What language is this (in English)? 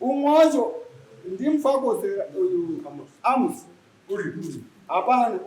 Shona